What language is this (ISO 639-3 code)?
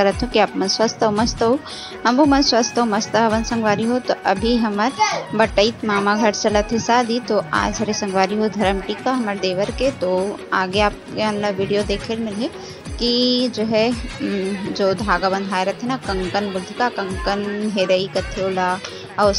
hne